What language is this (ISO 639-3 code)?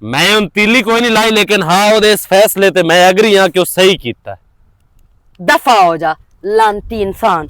lah